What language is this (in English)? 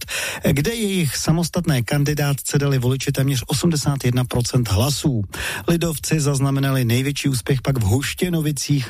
Czech